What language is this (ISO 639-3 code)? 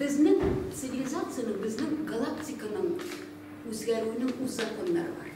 tat